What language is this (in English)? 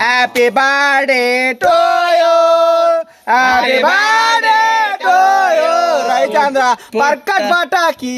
Tulu